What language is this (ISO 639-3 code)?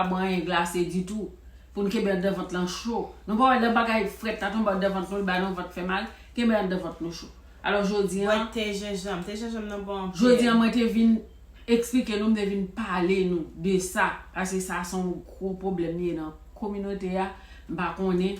hat